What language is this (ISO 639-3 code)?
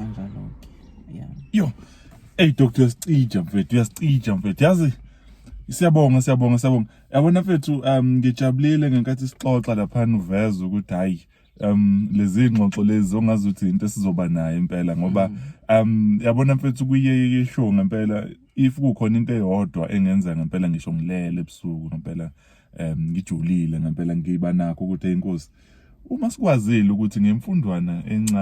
zul